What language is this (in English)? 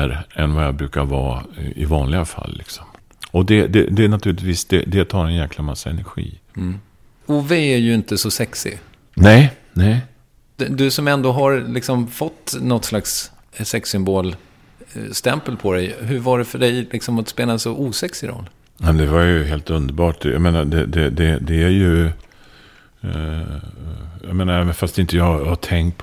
Swedish